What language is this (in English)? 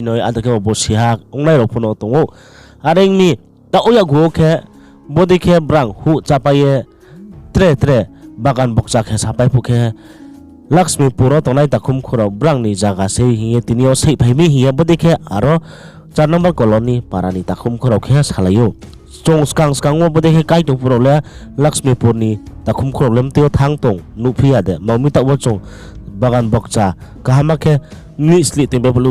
Riang (India)